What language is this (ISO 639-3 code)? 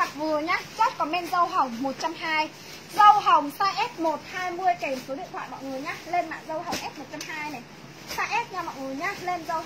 vie